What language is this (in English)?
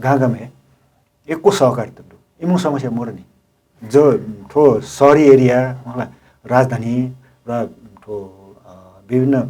Newari